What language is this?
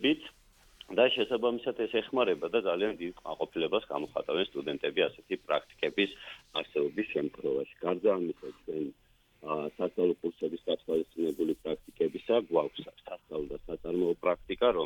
Georgian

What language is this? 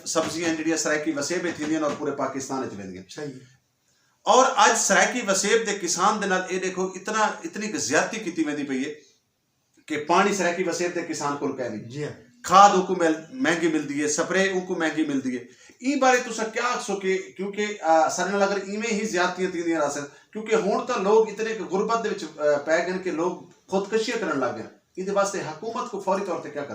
Saraiki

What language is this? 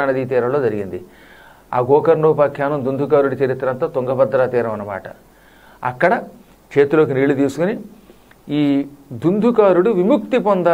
Telugu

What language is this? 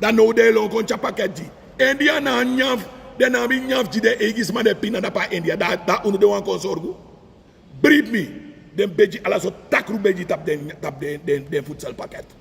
Sranan Tongo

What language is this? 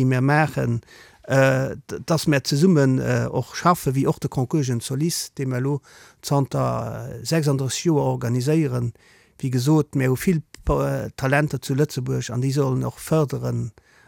Luxembourgish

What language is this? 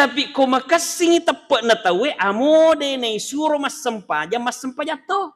Buginese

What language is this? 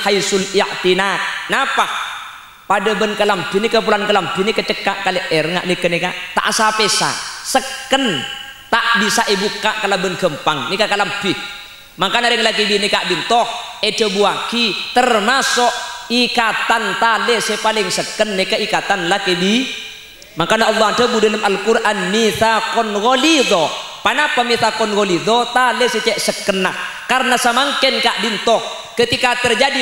Madurese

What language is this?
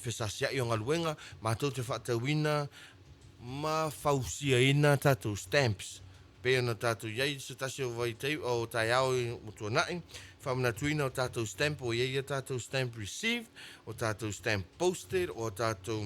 Samoan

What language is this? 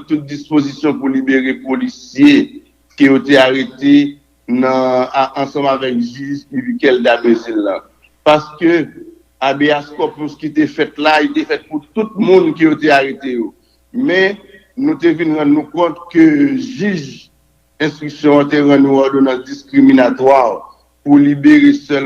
Haitian Creole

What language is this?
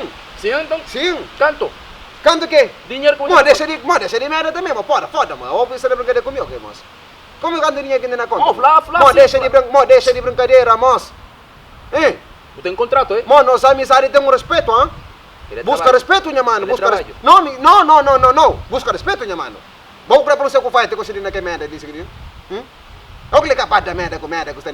Kabuverdianu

